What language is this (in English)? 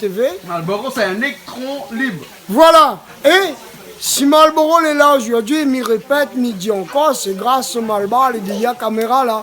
Réunion Creole French